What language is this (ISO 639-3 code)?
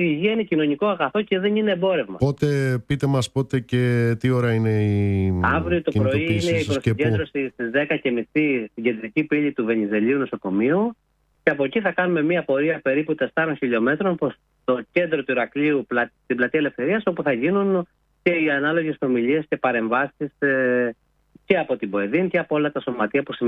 ell